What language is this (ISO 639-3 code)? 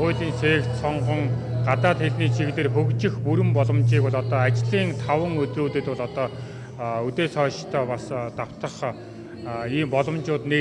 mon